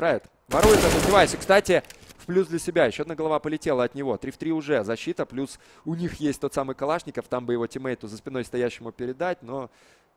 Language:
Russian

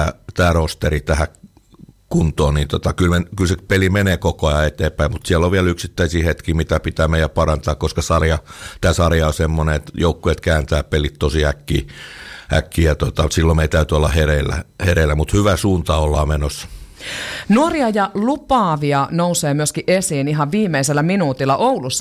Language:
Finnish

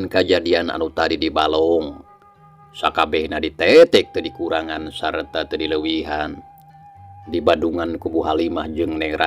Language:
Sundanese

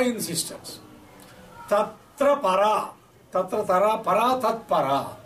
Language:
Sanskrit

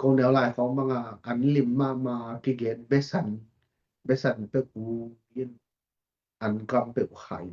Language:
Tedim Chin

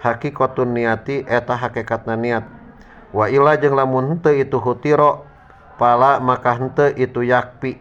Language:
Sundanese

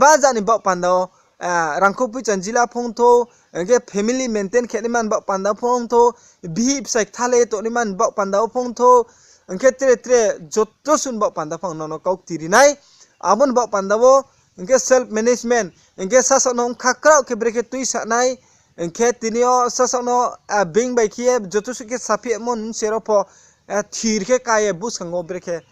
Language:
Riang (India)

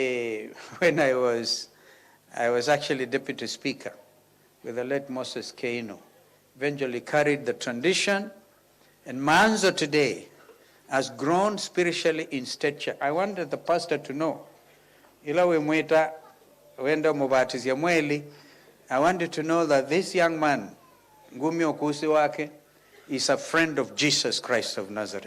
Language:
Kamba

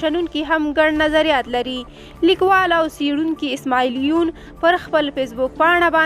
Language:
Pashto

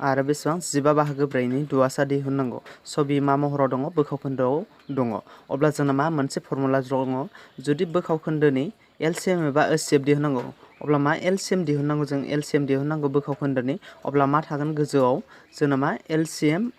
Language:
Bodo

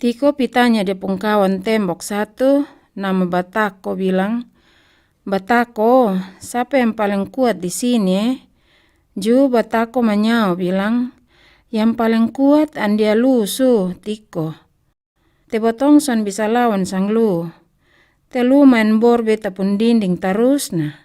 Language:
Kupang Malay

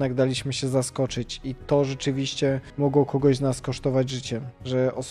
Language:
Polish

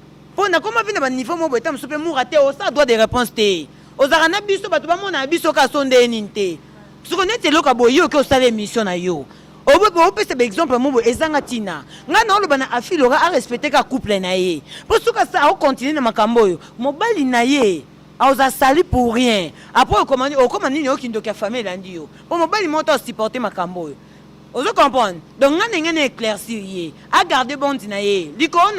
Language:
Lingala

